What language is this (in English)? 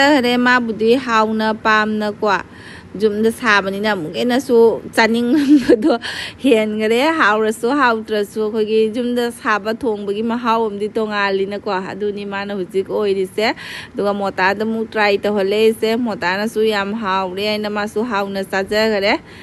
Manipuri